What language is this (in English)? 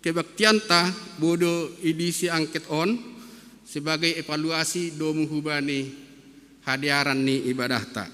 Batak Simalungun